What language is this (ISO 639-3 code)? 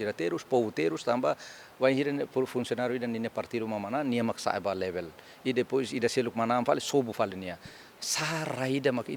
tet